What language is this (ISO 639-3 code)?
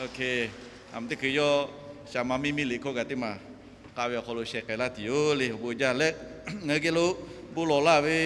lhu